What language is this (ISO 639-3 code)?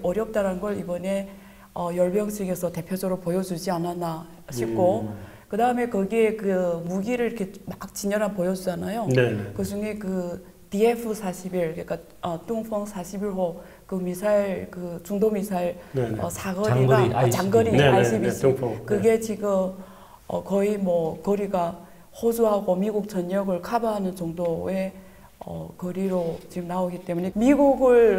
kor